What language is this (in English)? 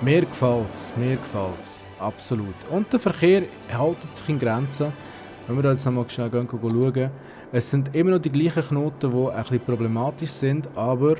Swiss German